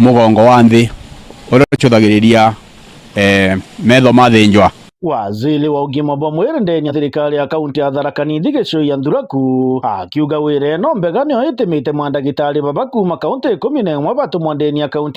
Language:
Meru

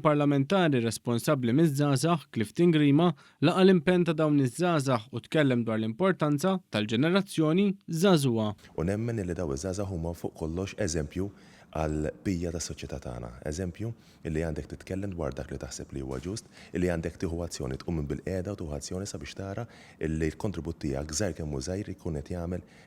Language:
Maltese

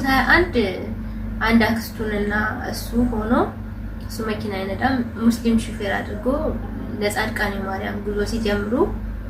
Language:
Amharic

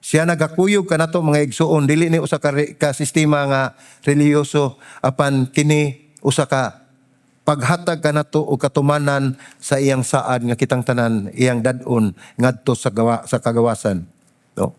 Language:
Cebuano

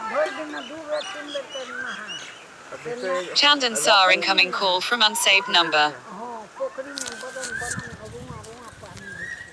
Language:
Maithili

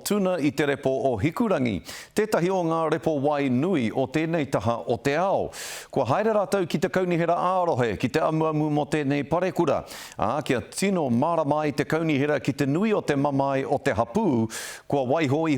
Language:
Māori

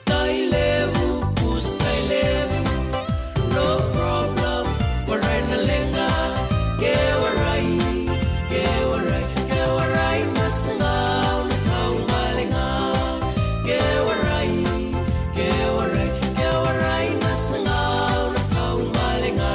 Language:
Fijian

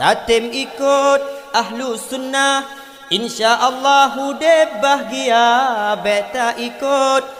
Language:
Achinese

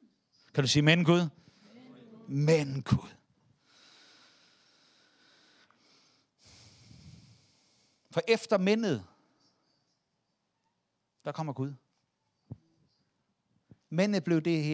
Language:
Danish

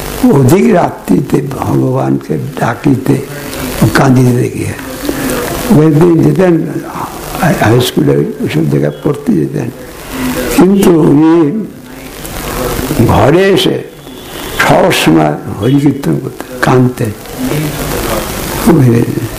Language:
Bangla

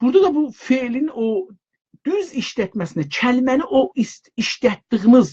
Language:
South Azerbaijani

